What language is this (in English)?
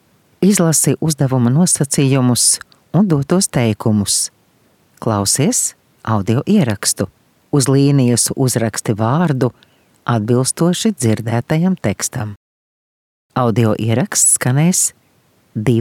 Latvian